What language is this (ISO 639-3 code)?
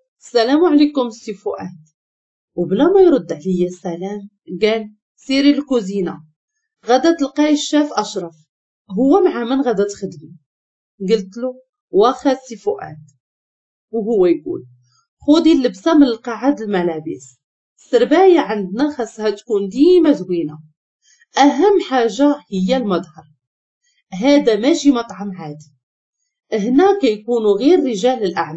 ary